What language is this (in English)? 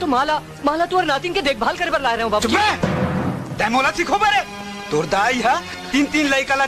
Chhattisgarhi